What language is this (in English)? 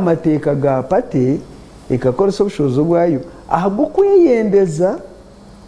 Nyankole